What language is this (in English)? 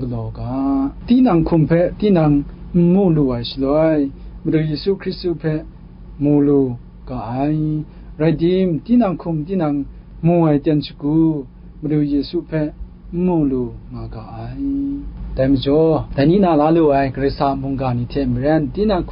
Kachin